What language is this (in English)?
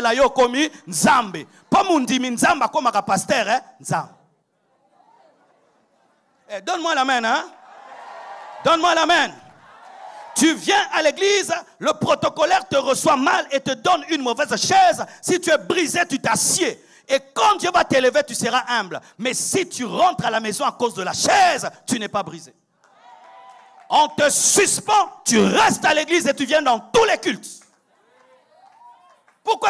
French